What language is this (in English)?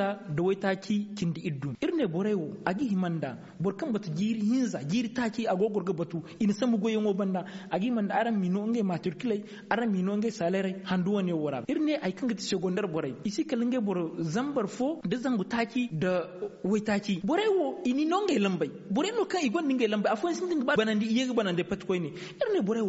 Zarma